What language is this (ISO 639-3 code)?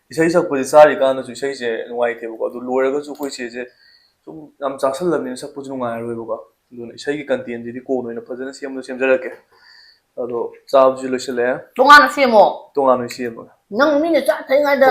mni